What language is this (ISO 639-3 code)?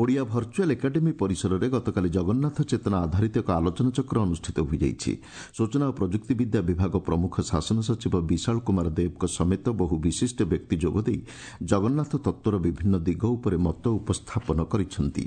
ori